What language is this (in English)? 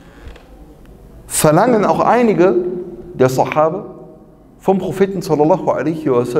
German